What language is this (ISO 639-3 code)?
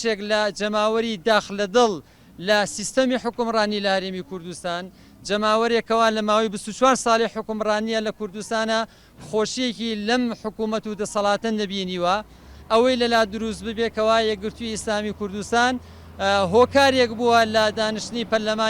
ckb